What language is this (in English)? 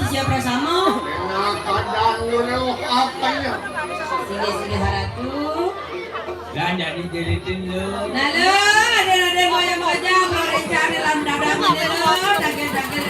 Balinese